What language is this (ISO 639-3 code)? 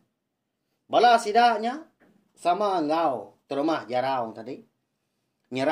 iba